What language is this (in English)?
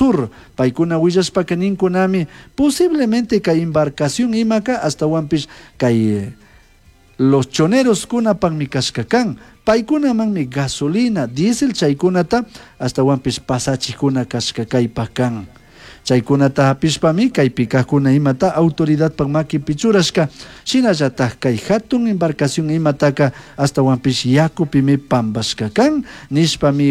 Chimborazo Highland Quichua